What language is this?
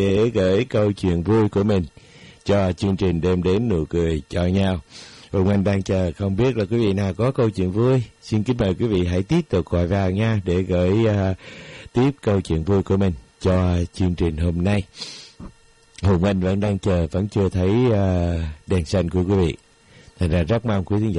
Vietnamese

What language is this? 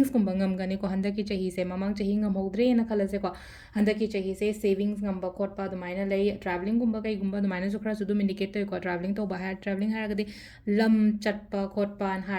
Manipuri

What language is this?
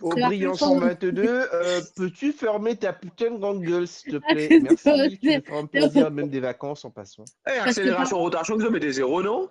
Morisyen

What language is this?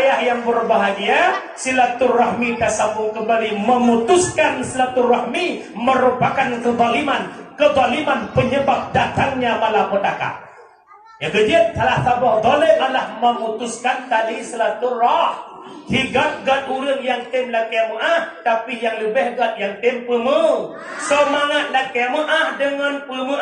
Achinese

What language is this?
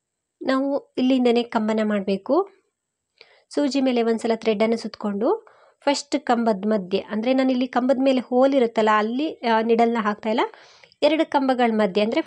Kannada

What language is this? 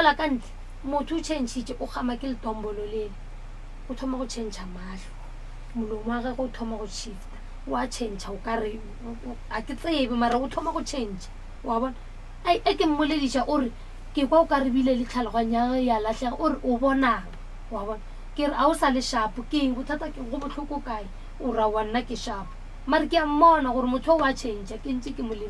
Northern Sotho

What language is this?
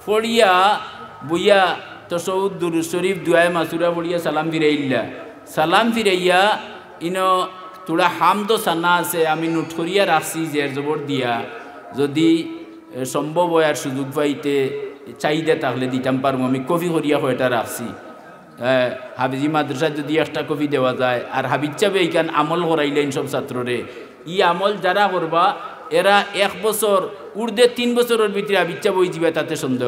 Sylheti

